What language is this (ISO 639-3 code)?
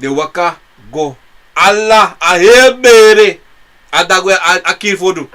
srn